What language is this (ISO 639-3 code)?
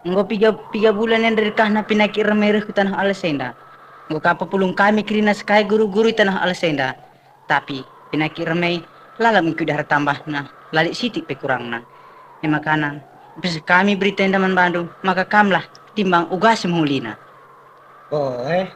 btx